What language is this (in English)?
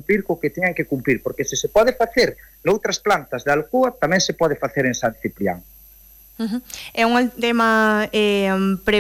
Galician